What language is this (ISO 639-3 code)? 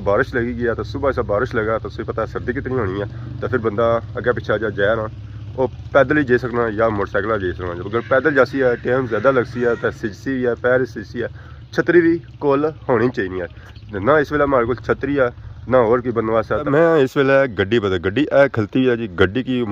phr